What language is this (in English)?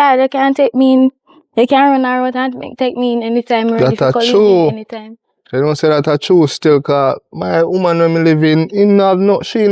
Jamaican Creole English